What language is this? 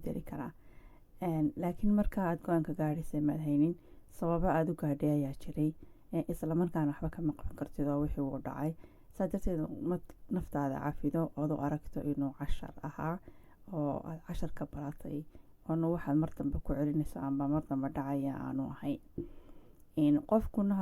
Somali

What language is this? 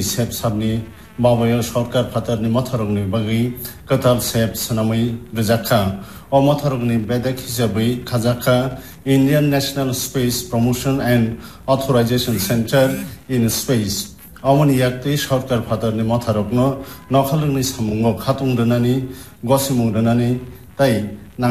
Bangla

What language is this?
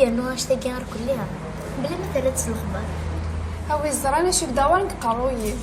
Kabyle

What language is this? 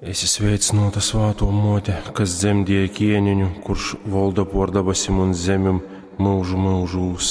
Latgalian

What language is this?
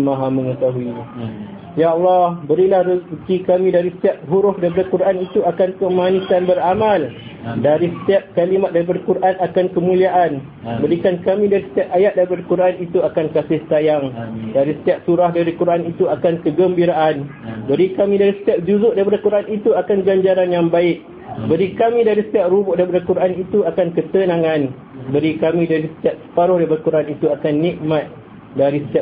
Malay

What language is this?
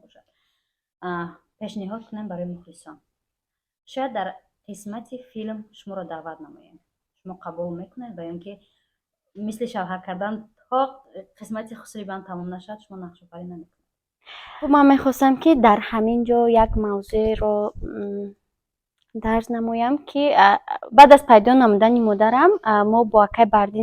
Tajik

